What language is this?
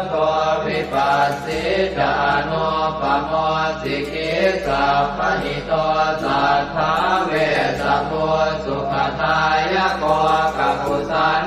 Pali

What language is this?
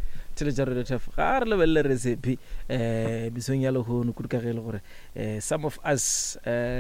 Northern Sotho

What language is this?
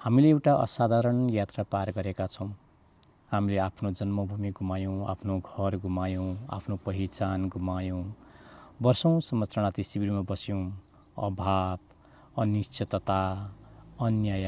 Nepali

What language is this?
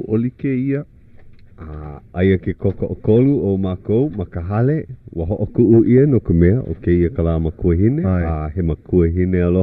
Hawaiian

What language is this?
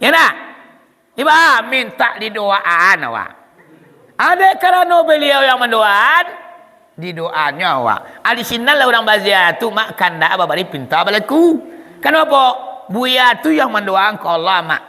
Minangkabau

